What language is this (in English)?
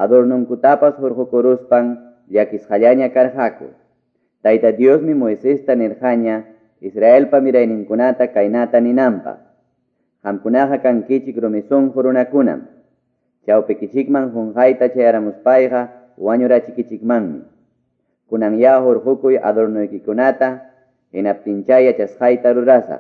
Quechua